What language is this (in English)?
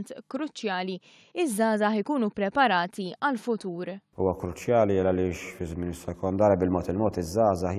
Maltese